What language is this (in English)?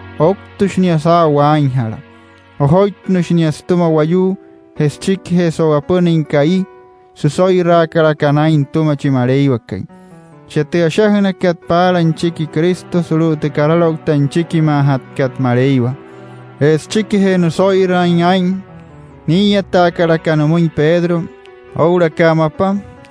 Wayuu